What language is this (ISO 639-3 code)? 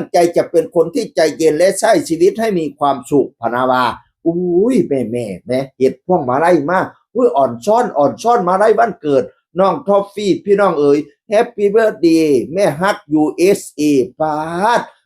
tts